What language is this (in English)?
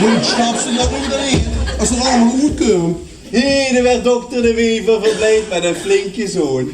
Limburgish